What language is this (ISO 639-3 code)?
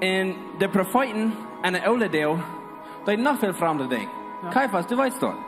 pdt